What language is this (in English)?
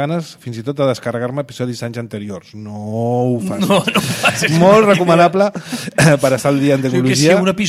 Catalan